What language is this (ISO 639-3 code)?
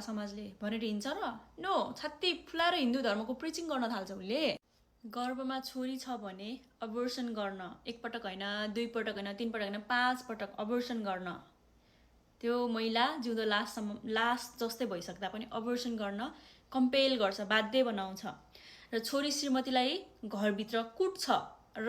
nep